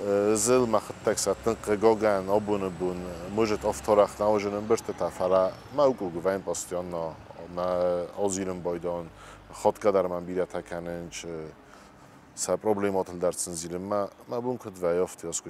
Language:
Ossetic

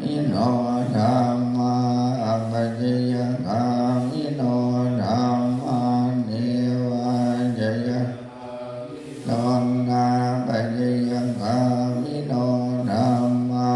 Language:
Pali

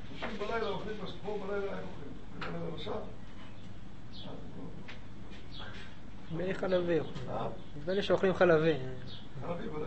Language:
Hebrew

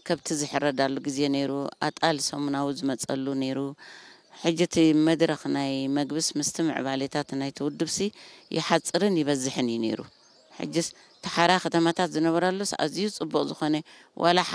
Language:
Tigrinya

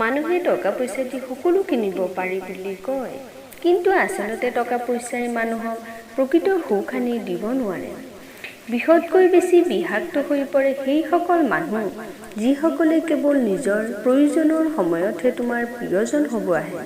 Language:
Assamese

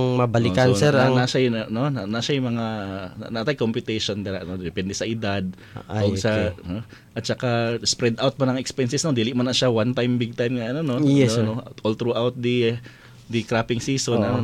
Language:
Cebuano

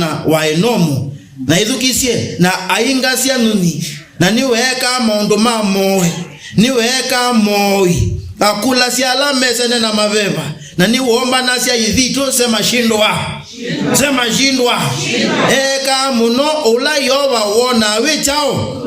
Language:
Kamba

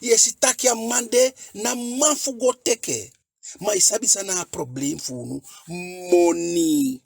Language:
Eastern Maroon Creole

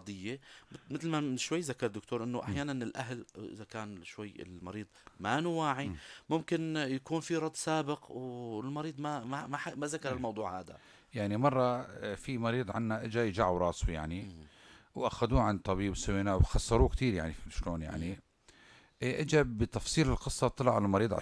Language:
North Levantine Arabic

